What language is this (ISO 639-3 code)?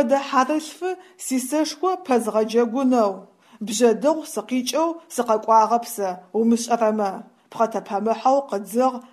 ady